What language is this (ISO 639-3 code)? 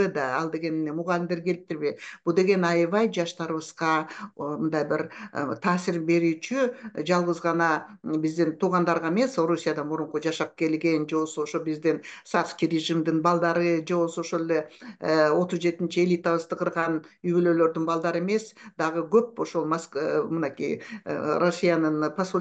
kir